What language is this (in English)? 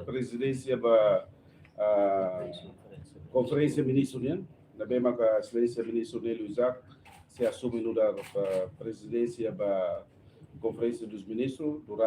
Tetum